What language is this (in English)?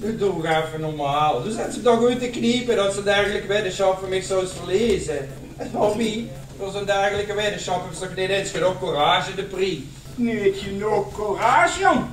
Limburgish